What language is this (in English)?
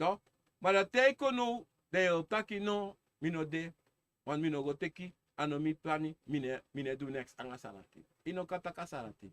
Sranan Tongo